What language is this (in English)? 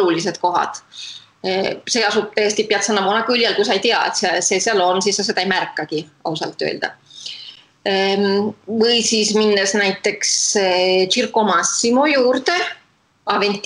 Estonian